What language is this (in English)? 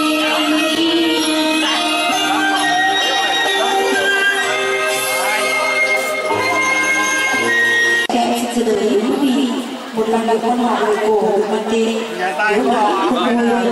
Vietnamese